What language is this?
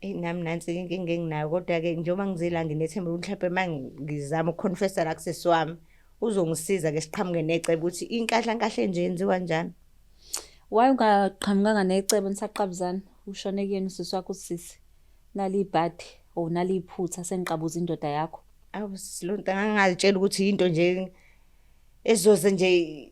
Zulu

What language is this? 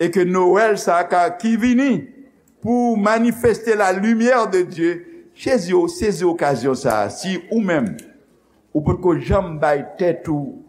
Haitian Creole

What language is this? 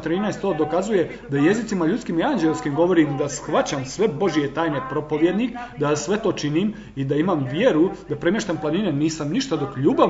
Croatian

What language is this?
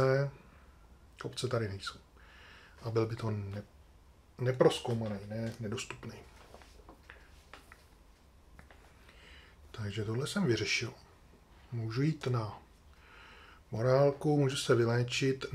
Czech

